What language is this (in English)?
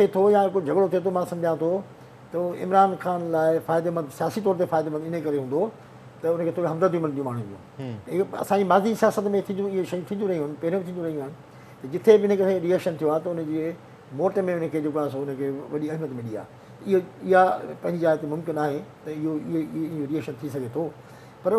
Sindhi